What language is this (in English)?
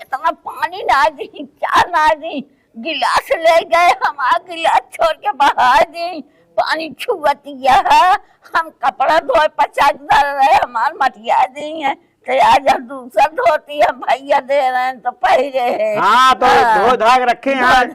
Awadhi